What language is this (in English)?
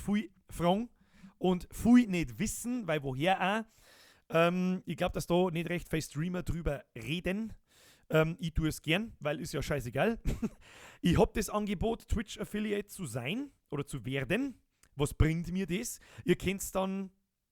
Bavarian